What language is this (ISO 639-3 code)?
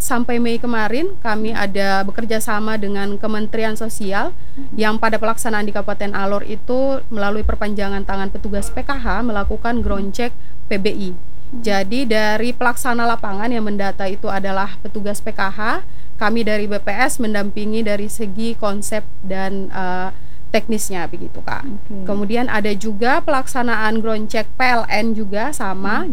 ind